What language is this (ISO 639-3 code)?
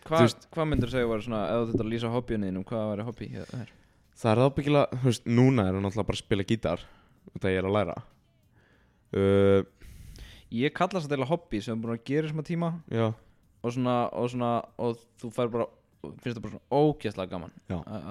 isl